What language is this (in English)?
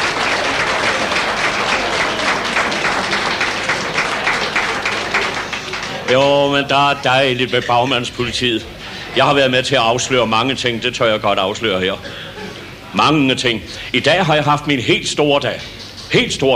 Danish